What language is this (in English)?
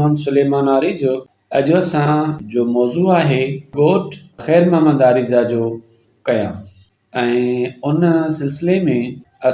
Sindhi